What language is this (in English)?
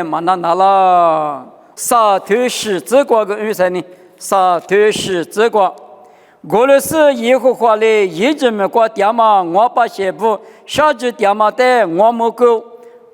Lisu